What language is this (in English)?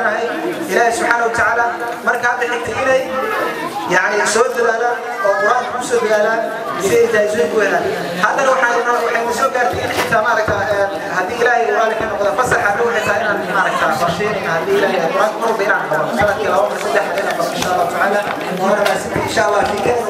Arabic